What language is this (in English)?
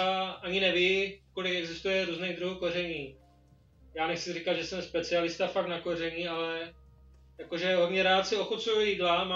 Czech